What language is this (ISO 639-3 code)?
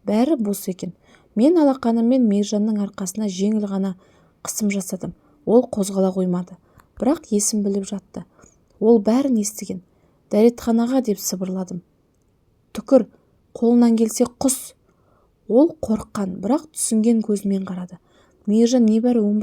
kaz